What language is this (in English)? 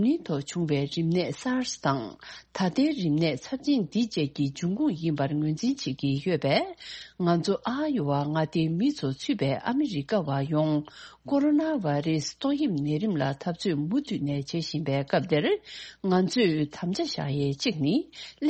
Tibetan